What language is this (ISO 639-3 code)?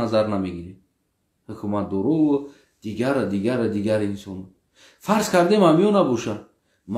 tgk